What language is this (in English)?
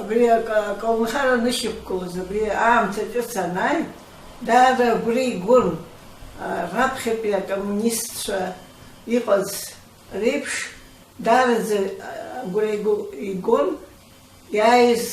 Abkhazian